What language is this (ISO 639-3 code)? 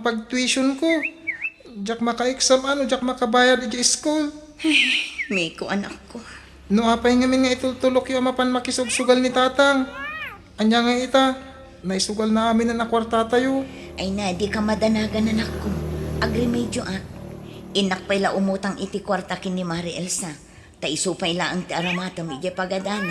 ilo